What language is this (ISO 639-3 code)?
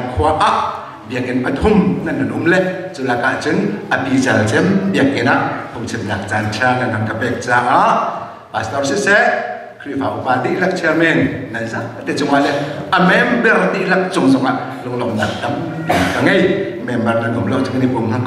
cnh